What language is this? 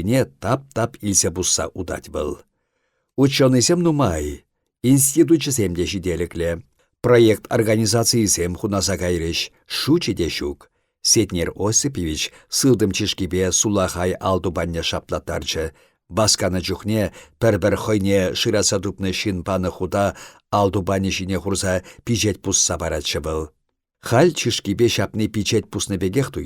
Chuvash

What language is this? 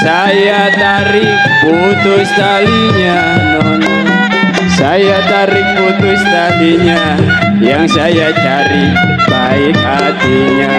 Betawi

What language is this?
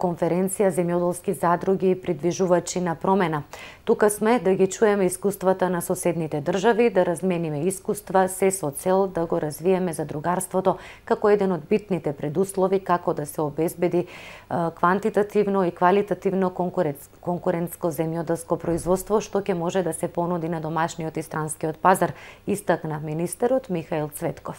Macedonian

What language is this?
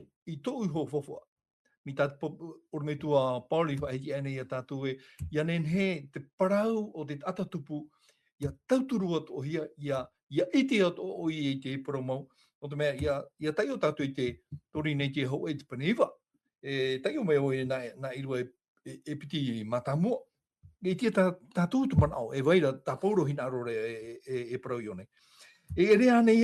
Tahitian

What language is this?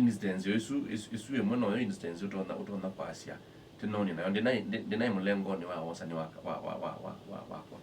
Kamba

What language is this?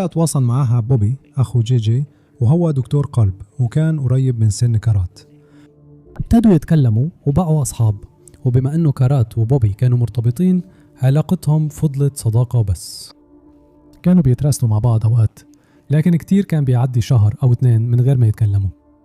Egyptian Arabic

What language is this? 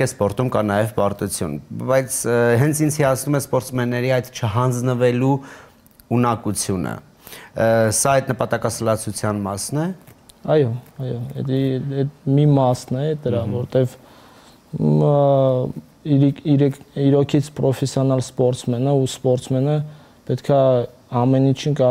Armenian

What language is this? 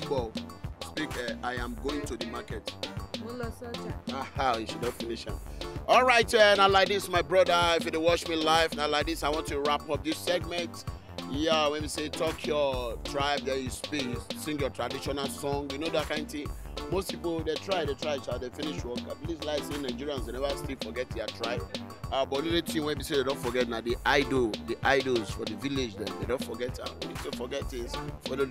Nigerian Pidgin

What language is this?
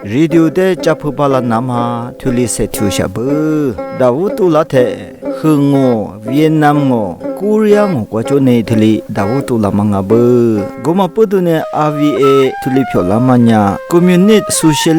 Lisu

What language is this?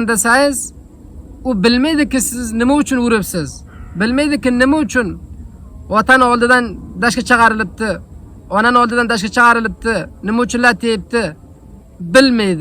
Uzbek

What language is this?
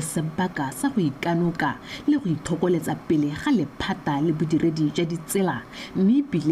Tswana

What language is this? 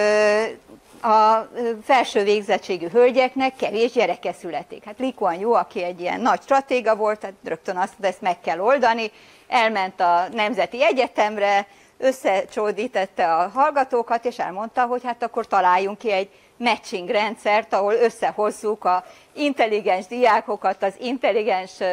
Hungarian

